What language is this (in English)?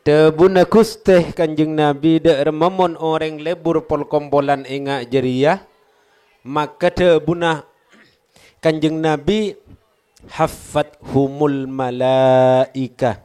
Madurese